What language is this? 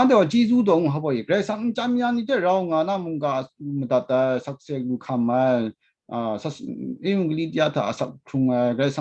Kachin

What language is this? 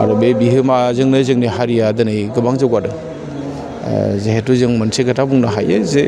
Bodo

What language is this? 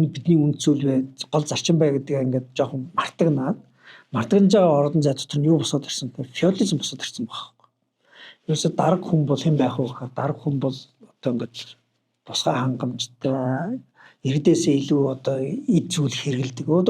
Mongolian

